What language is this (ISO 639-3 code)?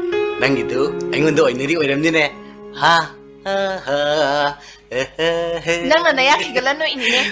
mni